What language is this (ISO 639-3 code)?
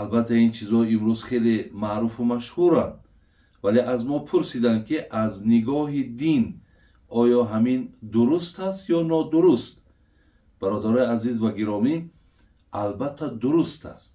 tgk